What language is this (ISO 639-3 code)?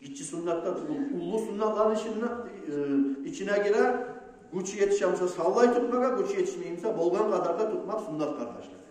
kum